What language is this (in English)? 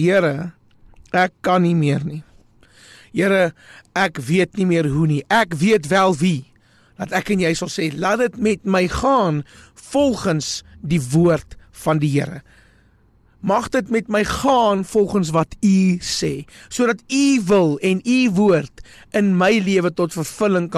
Afrikaans